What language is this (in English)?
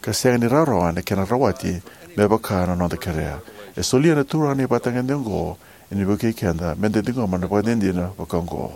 Fijian